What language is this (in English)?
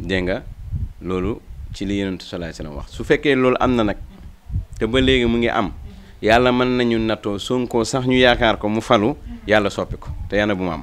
Wolof